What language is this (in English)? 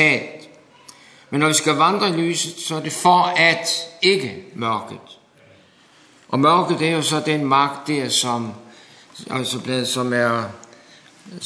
Danish